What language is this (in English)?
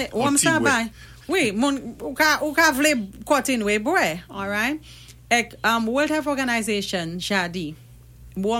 Saint Lucian Creole French